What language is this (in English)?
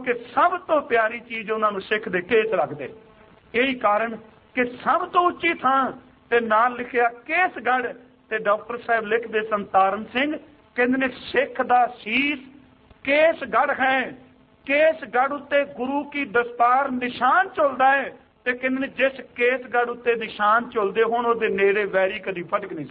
Punjabi